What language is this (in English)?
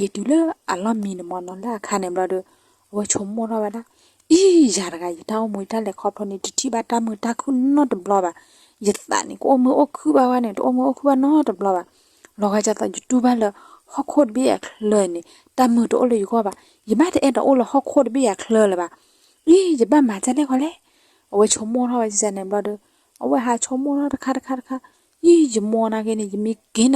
S'gaw Karen